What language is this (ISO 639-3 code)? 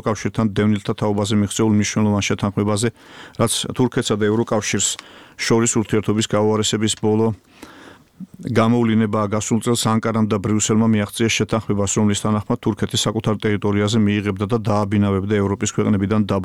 kat